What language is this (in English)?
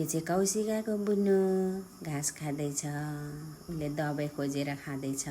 Nepali